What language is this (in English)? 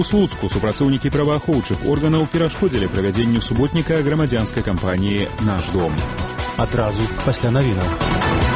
Belarusian